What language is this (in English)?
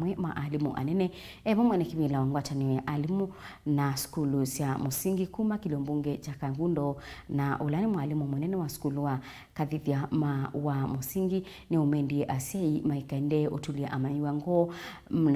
Kamba